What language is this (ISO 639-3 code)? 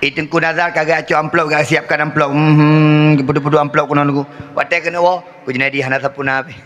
ace